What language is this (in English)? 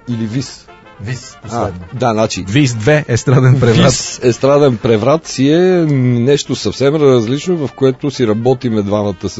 Bulgarian